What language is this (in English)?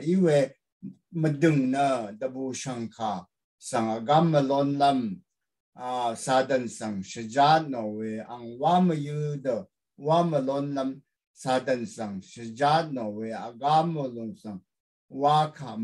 Rawang